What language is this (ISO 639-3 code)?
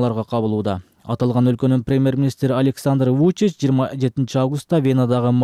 kir